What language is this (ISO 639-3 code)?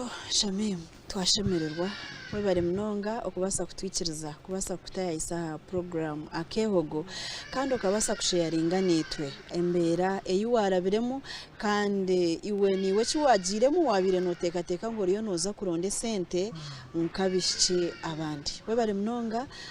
nyn